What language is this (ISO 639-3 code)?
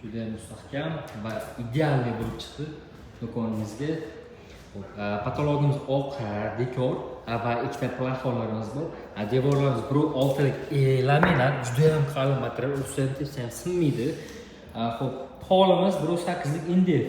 uzb